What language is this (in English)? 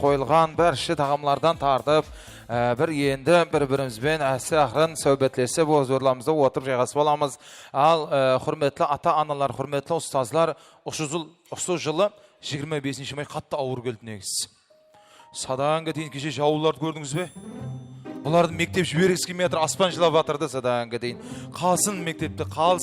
Kara-Kalpak